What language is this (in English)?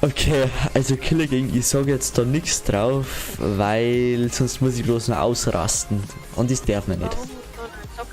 Bavarian